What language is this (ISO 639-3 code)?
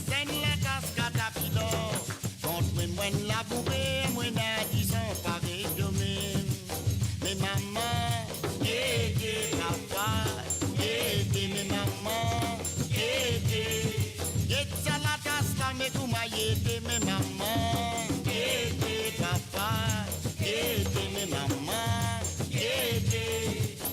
mfe